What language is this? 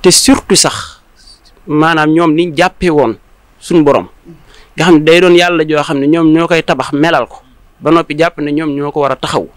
Wolof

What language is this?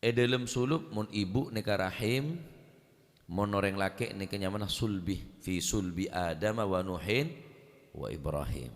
Madurese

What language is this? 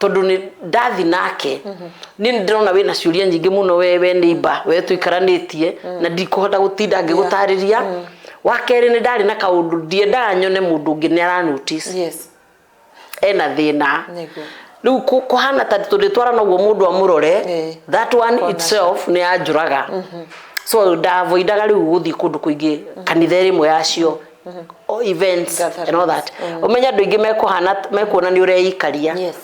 Kikuyu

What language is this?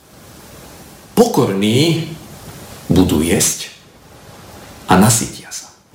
Slovak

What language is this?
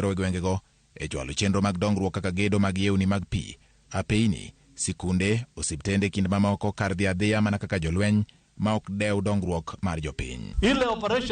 Luo (Kenya and Tanzania)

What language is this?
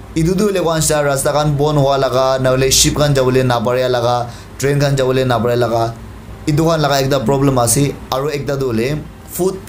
Naga Pidgin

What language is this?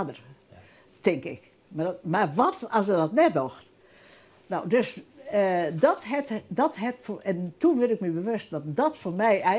Western Frisian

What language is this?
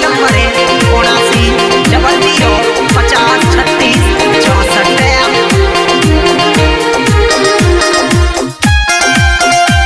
Mewati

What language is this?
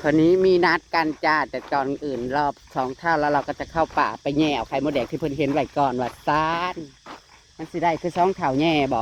Northeastern Thai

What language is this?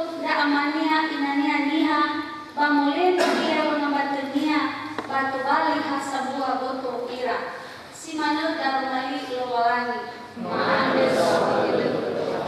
Nias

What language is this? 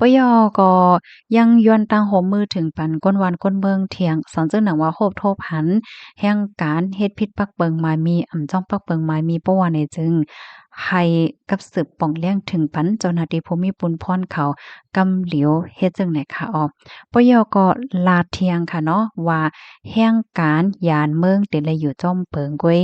Shan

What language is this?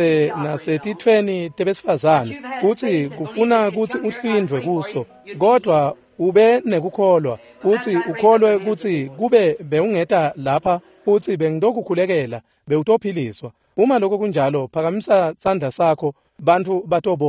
Swati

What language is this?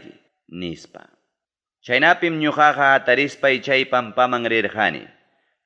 Ayacucho Quechua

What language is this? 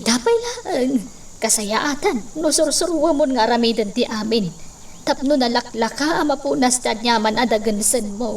Iloko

